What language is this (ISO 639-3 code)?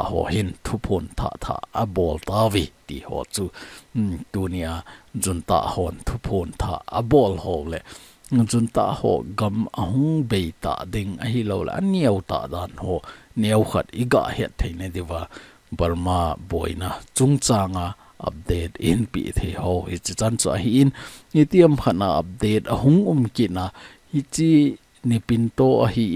tcz